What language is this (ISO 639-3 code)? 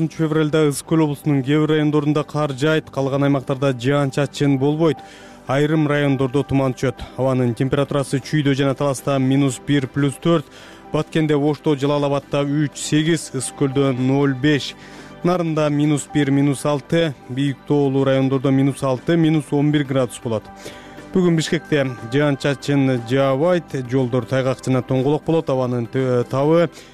kir